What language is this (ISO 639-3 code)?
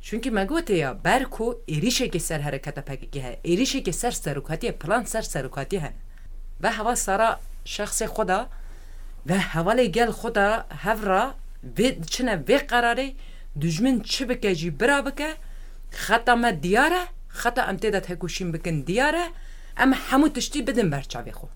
kur